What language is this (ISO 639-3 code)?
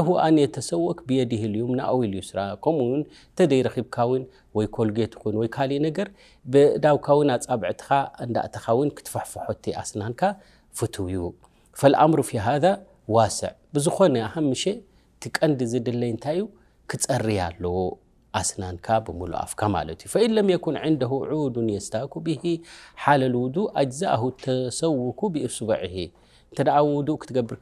tir